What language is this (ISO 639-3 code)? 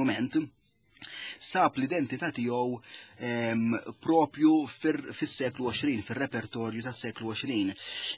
mlt